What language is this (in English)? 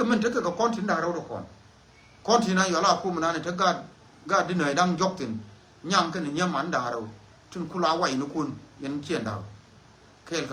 Nuer